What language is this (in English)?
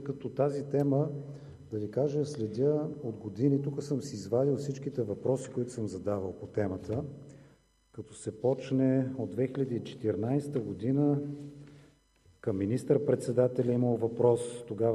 Bulgarian